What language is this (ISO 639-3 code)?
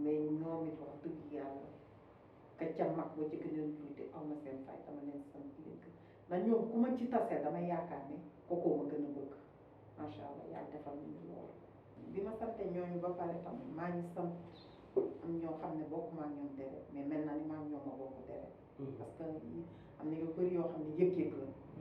wol